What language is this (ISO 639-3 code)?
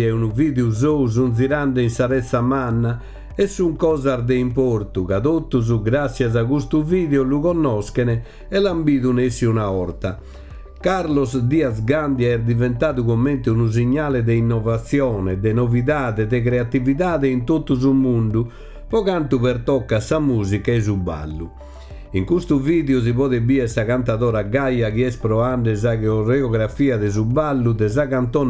srd